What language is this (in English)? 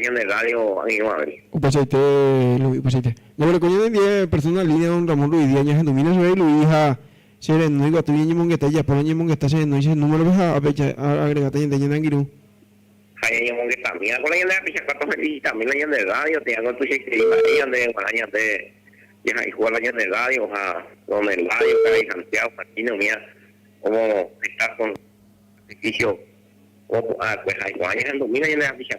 Guarani